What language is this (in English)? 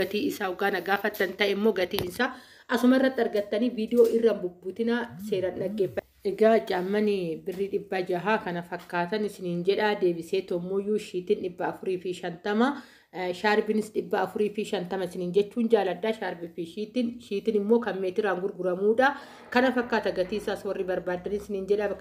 Oromo